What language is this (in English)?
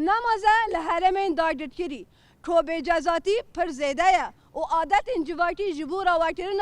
Kurdish